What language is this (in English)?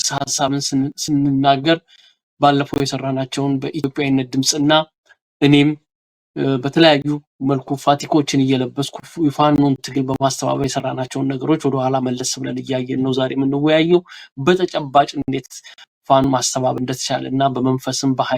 Amharic